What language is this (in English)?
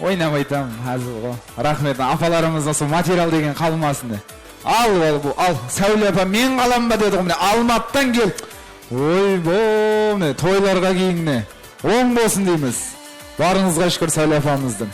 Kara-Kalpak